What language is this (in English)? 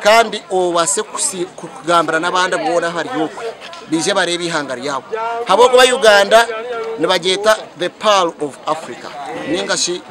Nyankole